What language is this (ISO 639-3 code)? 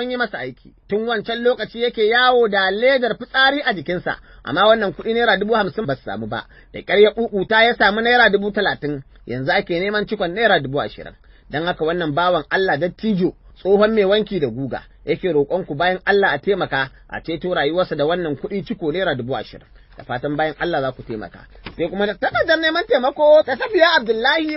hau